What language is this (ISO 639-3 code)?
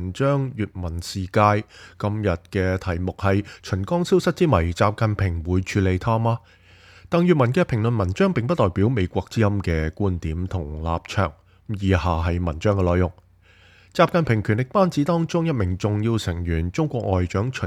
yue